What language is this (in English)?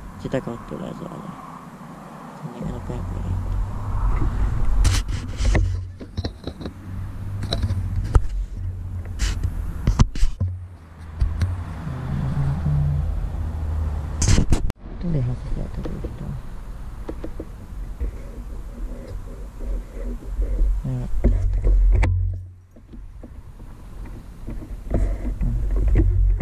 Finnish